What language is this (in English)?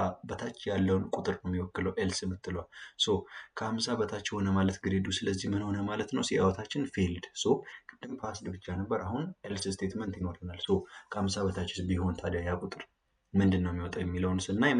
Amharic